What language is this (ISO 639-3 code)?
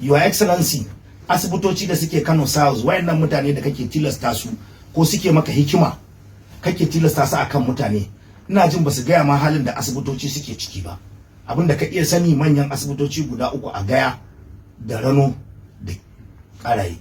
hau